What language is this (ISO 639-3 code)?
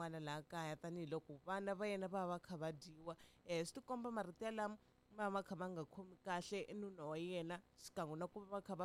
tso